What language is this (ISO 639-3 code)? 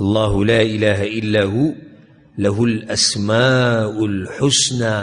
pus